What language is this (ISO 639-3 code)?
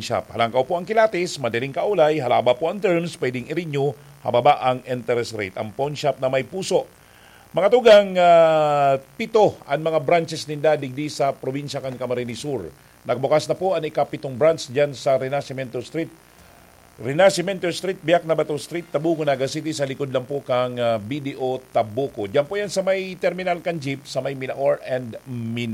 bik